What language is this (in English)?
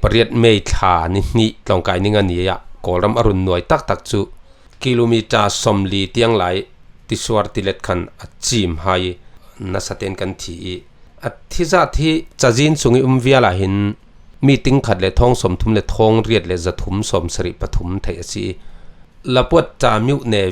Falam Chin